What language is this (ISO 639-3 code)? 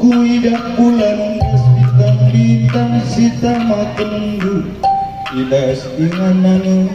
btx